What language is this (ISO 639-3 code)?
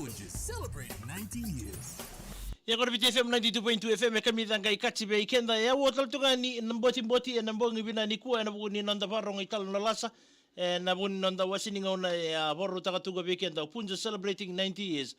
fij